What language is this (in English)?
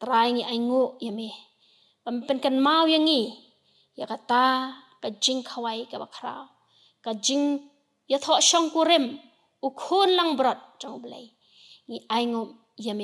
Khasi